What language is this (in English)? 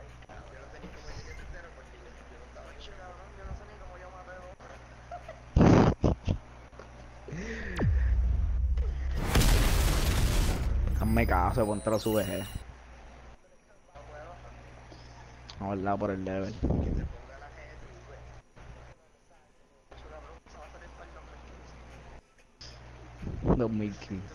Spanish